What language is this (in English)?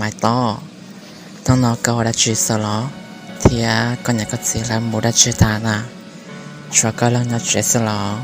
Hmong